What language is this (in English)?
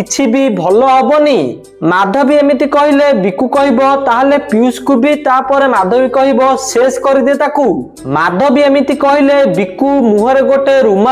Odia